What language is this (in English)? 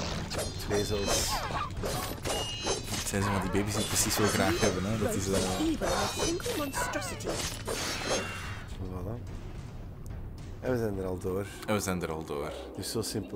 Dutch